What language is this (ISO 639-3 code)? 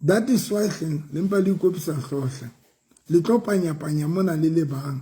sot